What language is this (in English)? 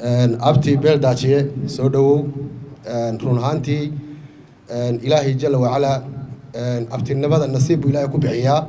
Somali